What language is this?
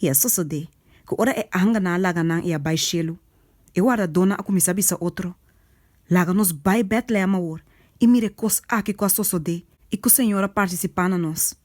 Papiamento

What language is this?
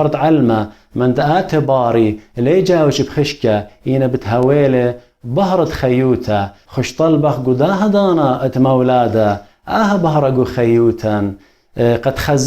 Assyrian Neo-Aramaic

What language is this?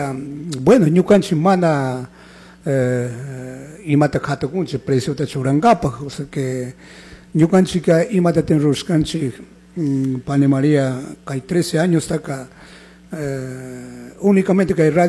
Chimborazo Highland Quichua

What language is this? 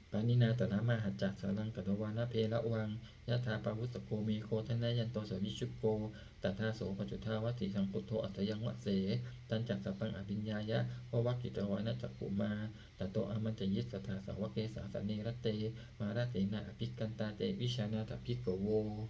Pali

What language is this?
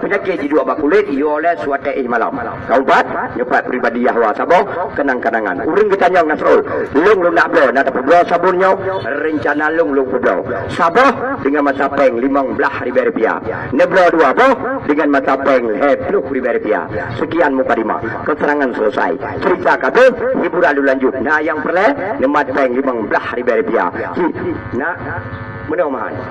Achinese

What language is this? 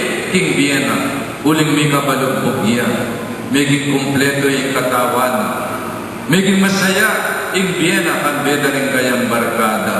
Pampanga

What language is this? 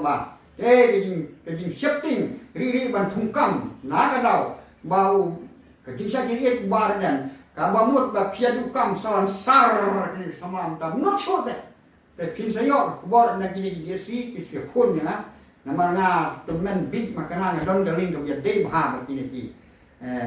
Khasi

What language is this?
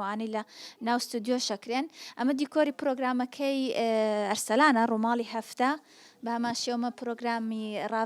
Central Kurdish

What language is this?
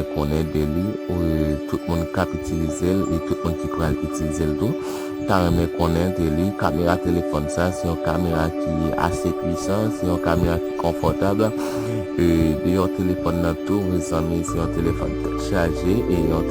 Haitian Creole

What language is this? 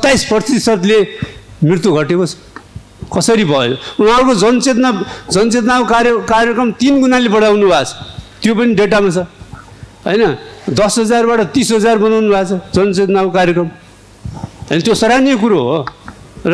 Nepali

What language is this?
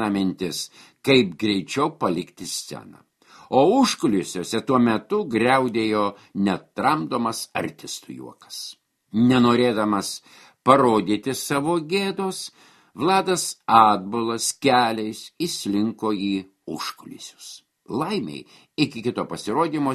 Lithuanian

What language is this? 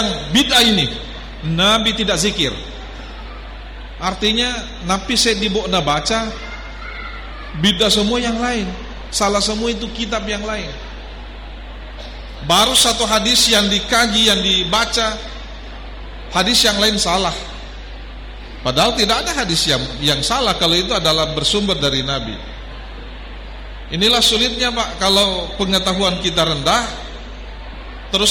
Indonesian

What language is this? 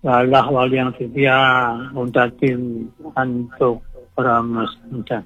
Balinese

